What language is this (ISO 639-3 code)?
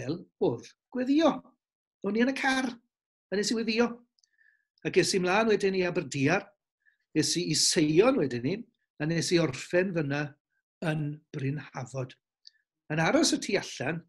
cym